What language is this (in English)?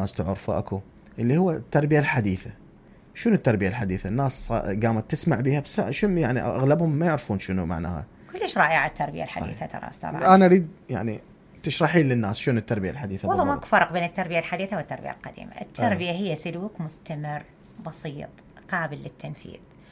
Mesopotamian Arabic